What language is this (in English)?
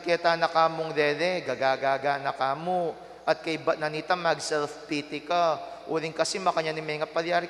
Pampanga